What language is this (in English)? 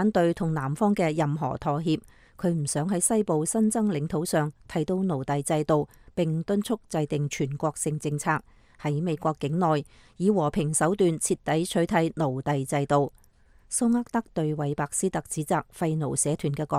Cantonese